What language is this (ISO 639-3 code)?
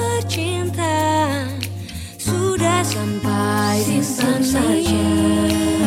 ind